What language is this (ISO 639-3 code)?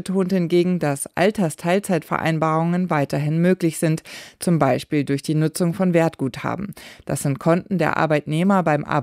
deu